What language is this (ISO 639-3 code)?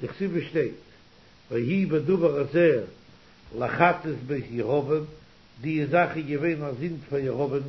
yid